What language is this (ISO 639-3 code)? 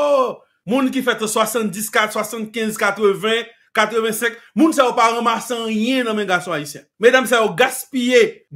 hat